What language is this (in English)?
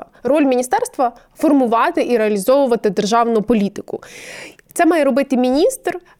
Ukrainian